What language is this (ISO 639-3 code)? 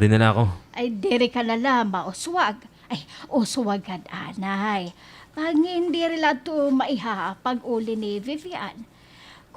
war